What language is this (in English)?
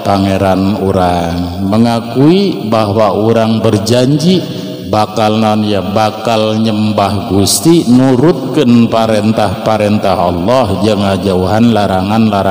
Sundanese